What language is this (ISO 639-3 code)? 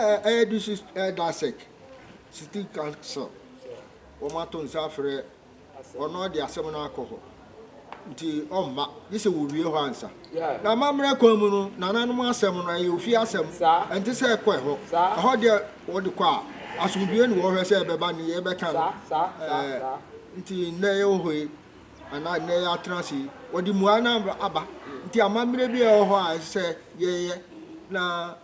aka